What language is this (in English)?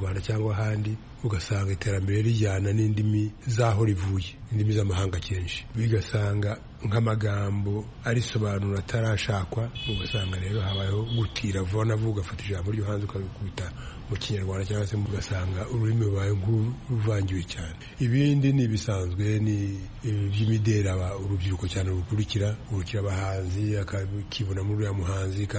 Kinyarwanda